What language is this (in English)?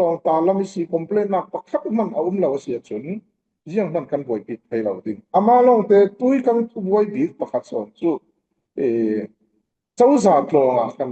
Falam Chin